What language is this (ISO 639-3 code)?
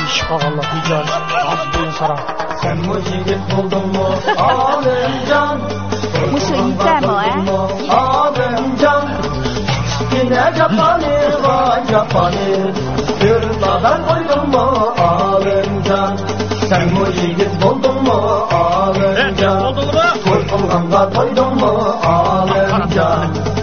uig